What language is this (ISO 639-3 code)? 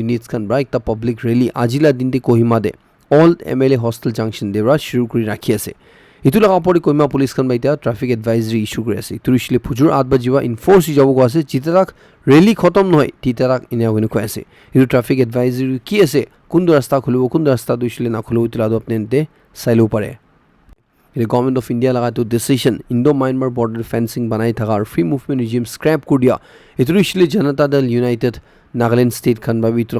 nag